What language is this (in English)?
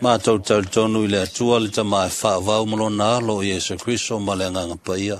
Samoan